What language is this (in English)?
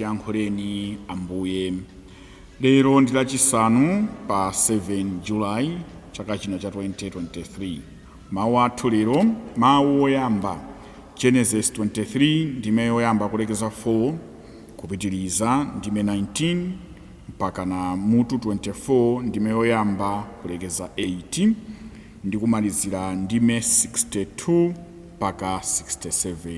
Nyanja